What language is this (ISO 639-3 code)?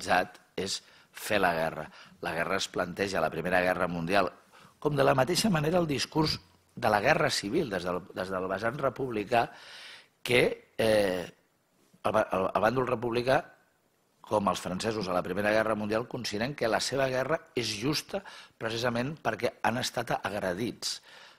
cat